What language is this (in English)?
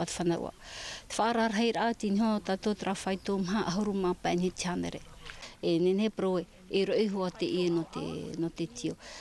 Tahitian